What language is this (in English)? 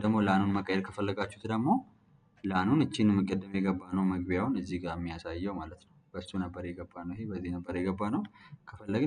Amharic